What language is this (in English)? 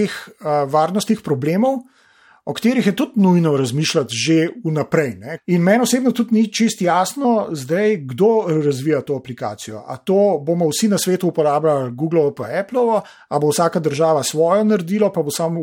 Slovenian